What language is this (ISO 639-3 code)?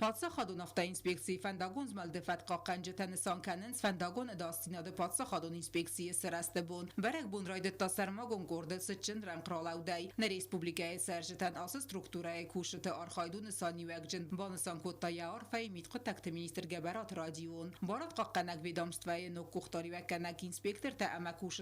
oss